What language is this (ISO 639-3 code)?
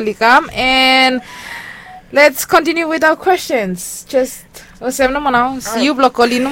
bis